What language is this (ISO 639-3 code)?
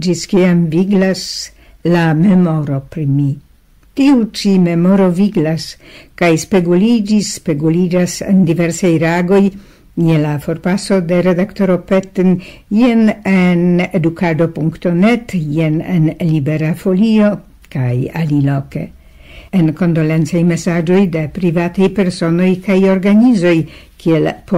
epo